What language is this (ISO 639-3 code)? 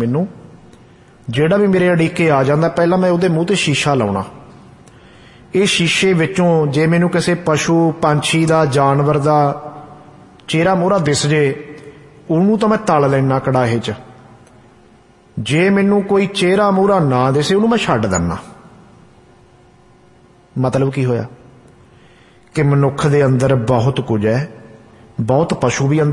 pan